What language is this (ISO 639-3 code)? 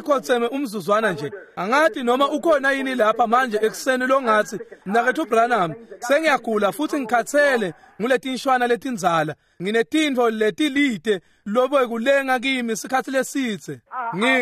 ssw